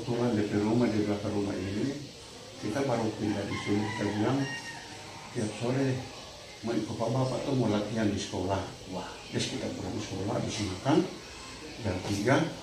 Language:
Manado Malay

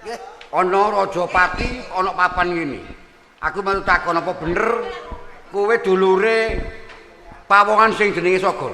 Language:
Javanese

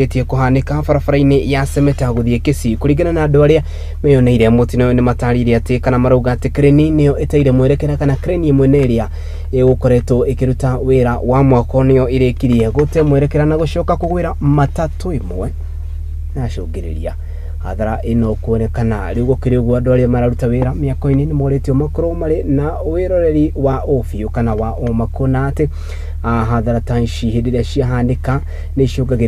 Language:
Kikuyu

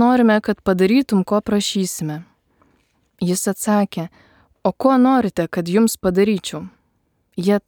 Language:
Lithuanian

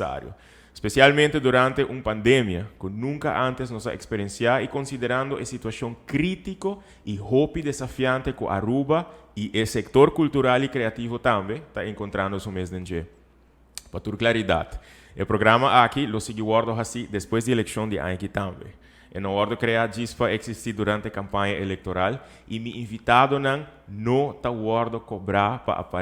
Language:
Papiamento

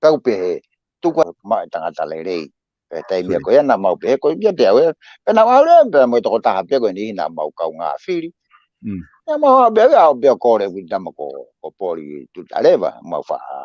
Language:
Tongan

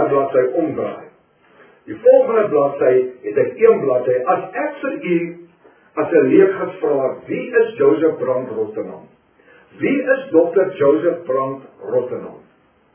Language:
Afrikaans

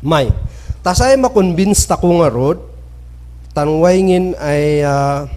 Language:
Kankanaey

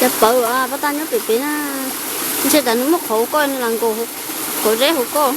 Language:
Hmong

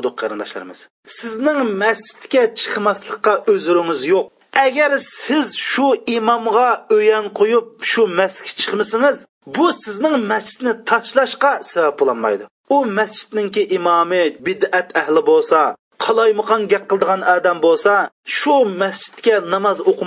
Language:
Uyghur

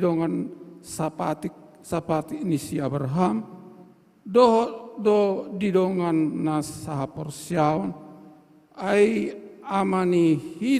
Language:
Batak Toba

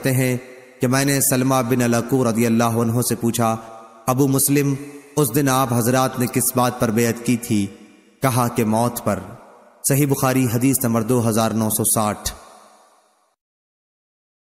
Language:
Urdu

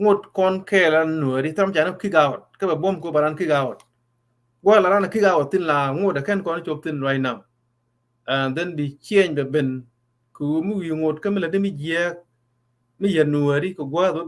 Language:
Nuer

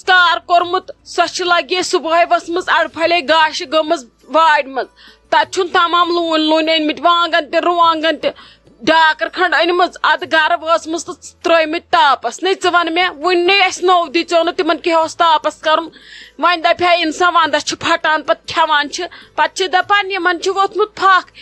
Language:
Kashmiri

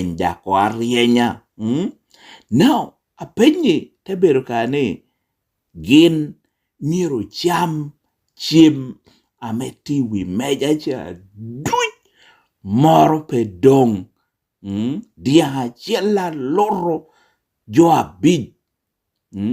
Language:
Lango (Uganda)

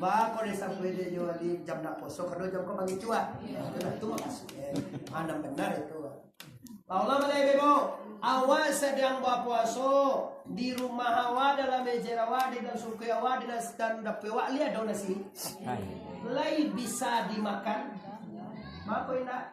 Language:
Minangkabau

